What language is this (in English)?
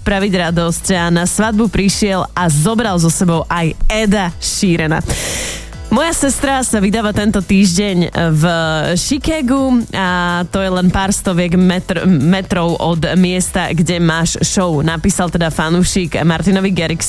Slovak